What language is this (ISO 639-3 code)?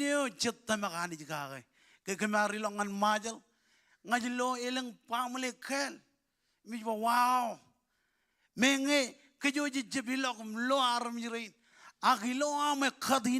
mah